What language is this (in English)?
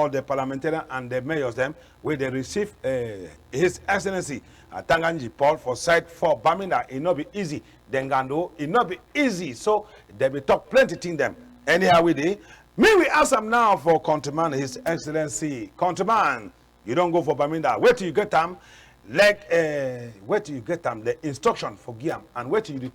Cameroon Pidgin